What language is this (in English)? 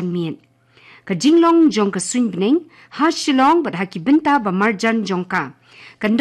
Khasi